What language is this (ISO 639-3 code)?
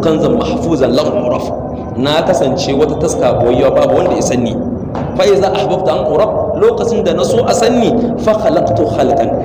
hau